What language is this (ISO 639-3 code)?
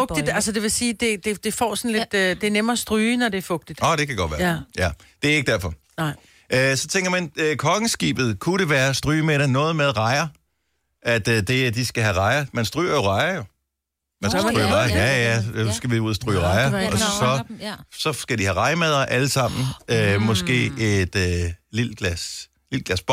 dan